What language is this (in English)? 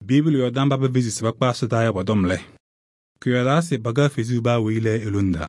Kabiyè